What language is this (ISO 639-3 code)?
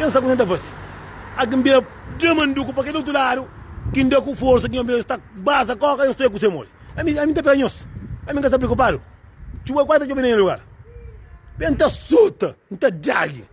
kea